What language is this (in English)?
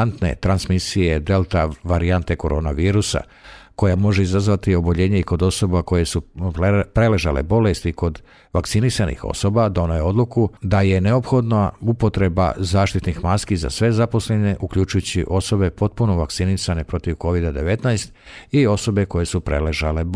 Serbian